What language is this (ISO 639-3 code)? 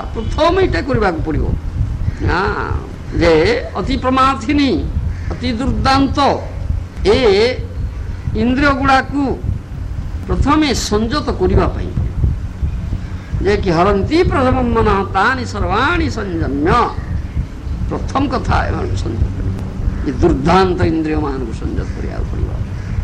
ori